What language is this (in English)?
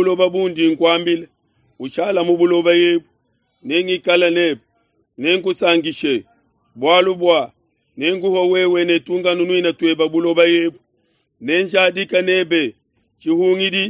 Luba-Lulua